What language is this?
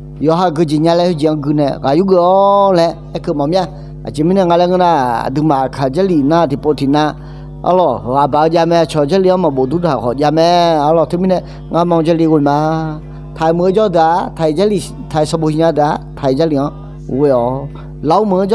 Akha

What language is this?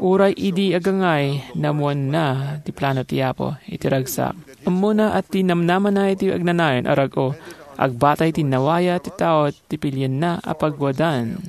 Iloko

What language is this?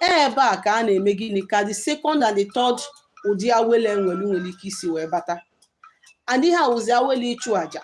Igbo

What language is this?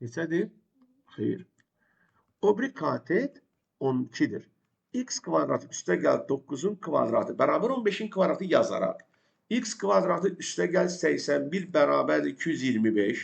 Azerbaijani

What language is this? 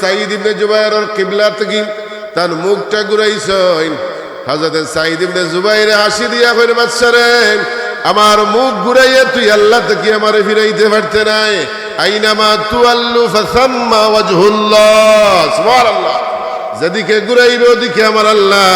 Sylheti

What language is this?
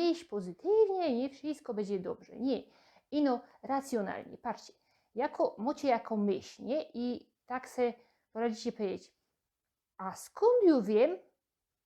Silesian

